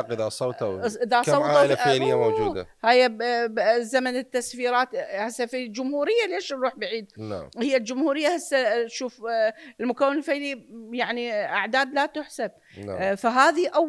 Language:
Mesopotamian Arabic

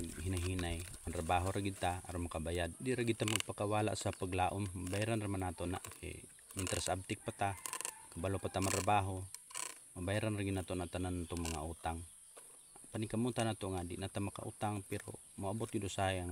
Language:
Cebuano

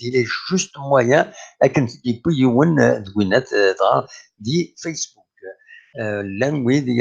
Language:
Kabyle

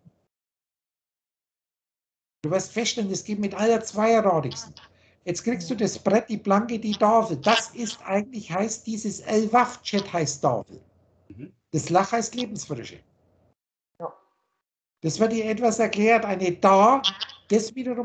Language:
German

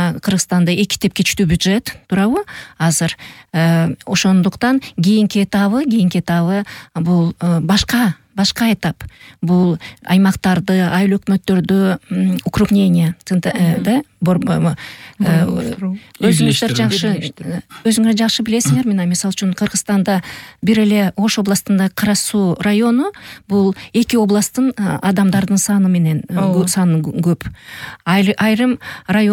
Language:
Kyrgyz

